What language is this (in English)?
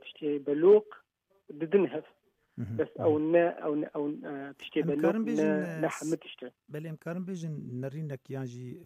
Kurdish